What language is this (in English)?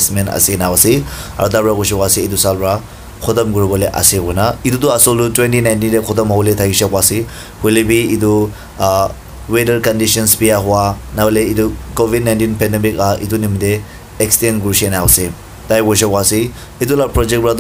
Naga Pidgin